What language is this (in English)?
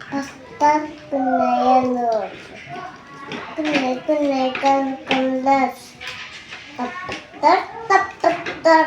Yakut